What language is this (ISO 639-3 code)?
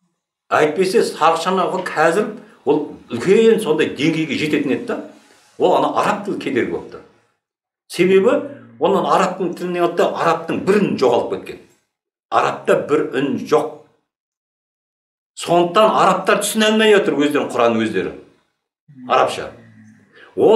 kaz